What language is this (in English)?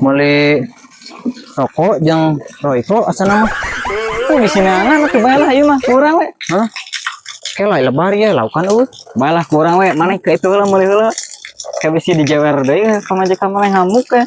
Sundanese